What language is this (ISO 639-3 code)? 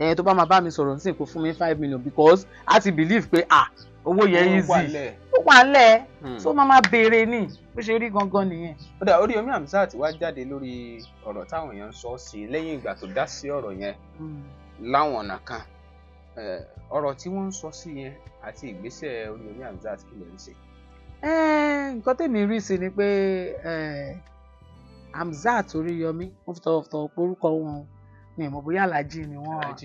yor